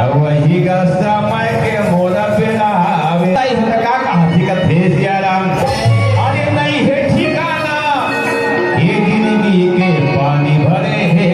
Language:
Chhattisgarhi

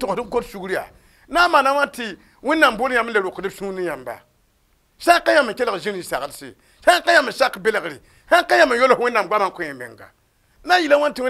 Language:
Mossi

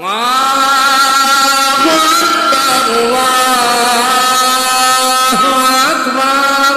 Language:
Madurese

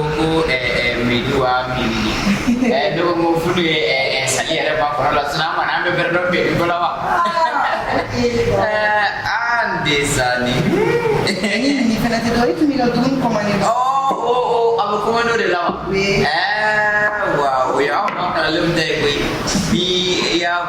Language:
Bambara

